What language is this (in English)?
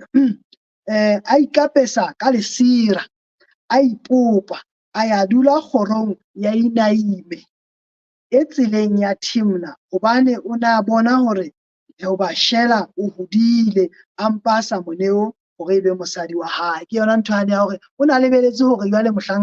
Southern Sotho